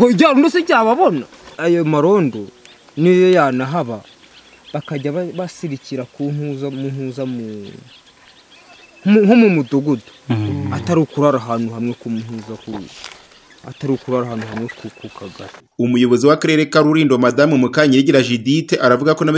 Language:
Kinyarwanda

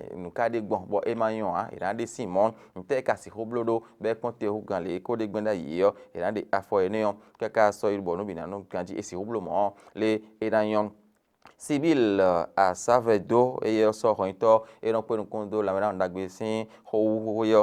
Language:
Fon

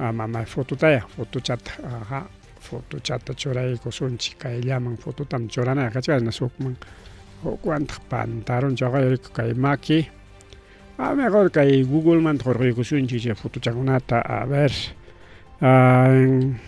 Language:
Ayacucho Quechua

